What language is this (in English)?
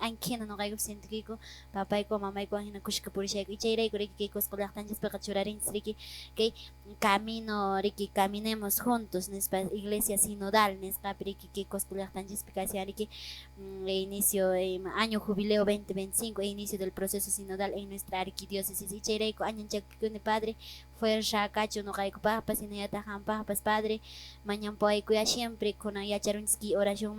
Quechua